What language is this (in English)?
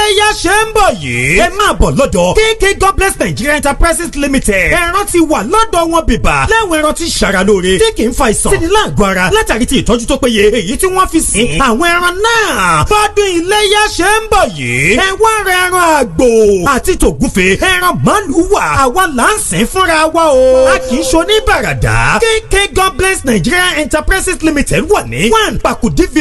Yoruba